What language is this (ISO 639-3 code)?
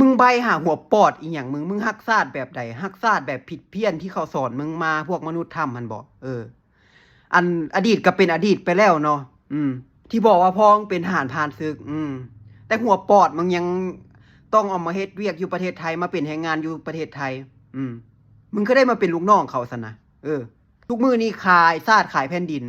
lao